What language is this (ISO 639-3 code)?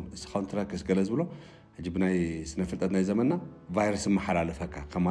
tir